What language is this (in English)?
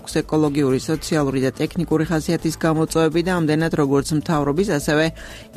Georgian